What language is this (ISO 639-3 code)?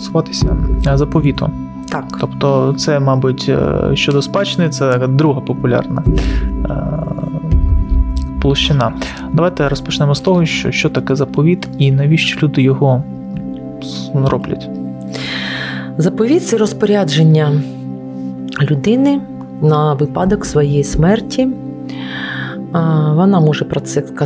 ukr